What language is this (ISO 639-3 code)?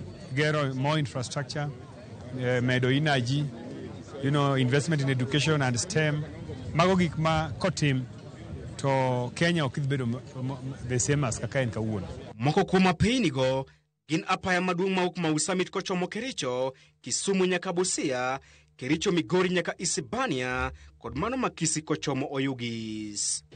luo